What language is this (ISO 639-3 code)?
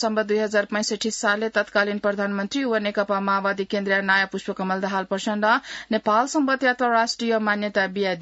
new